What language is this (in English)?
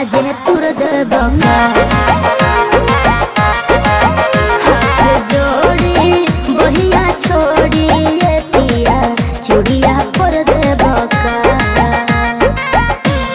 Bhojpuri